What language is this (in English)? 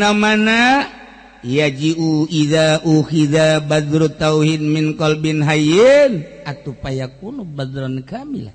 Sundanese